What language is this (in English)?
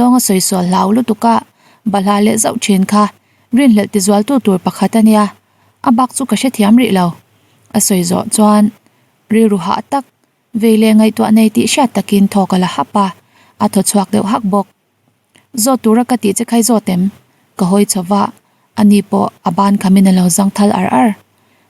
Mizo